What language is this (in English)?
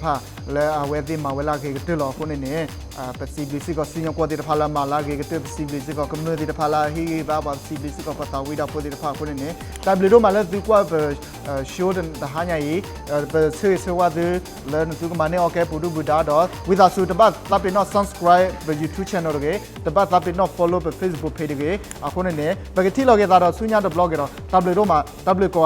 S'gaw Karen